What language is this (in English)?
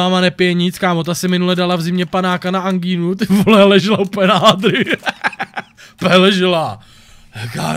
Czech